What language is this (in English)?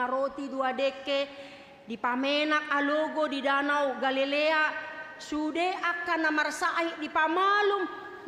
Batak Toba